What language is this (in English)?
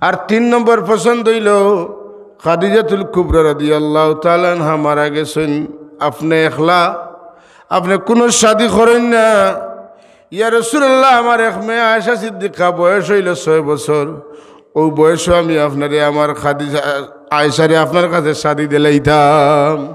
Sylheti